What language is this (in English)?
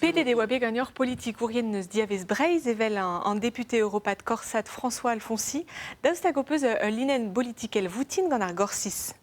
Breton